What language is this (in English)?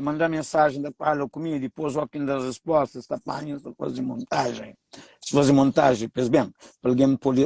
Kabuverdianu